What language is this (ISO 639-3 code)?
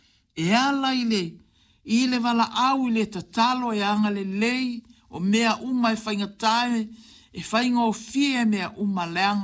smo